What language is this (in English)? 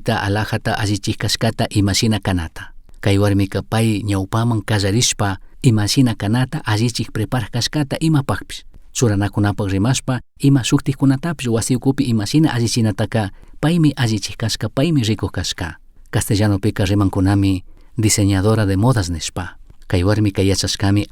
Chimborazo Highland Quichua